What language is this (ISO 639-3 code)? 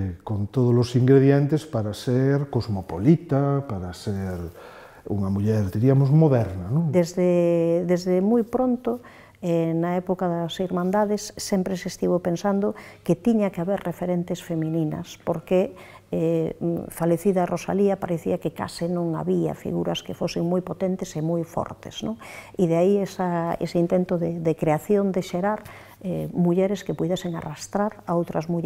glg